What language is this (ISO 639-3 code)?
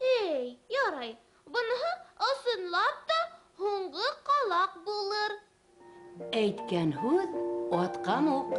bak